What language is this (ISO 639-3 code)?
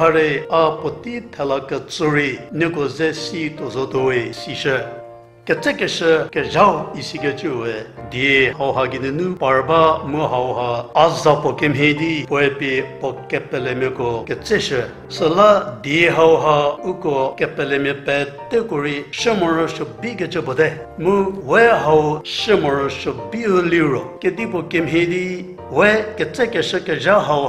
njm